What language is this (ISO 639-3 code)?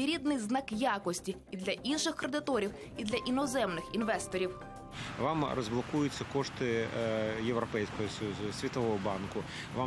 ukr